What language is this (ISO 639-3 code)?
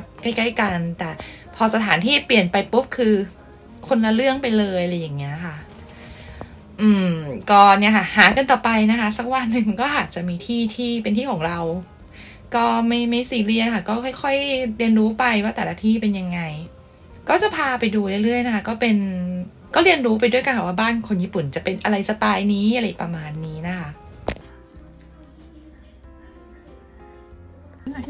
tha